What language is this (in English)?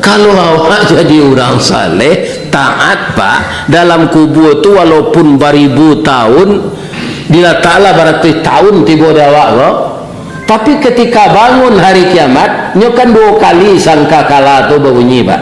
Minangkabau